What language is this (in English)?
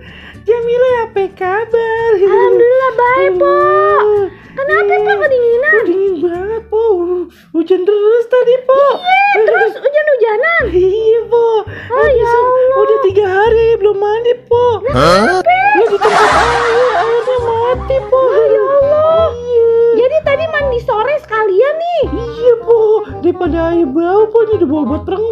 Betawi